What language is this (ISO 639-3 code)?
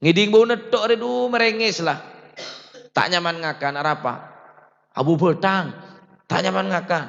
mad